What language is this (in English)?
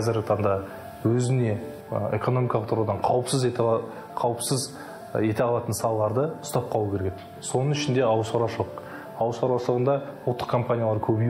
Kazakh